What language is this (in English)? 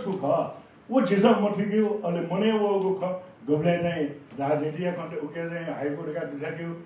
Newari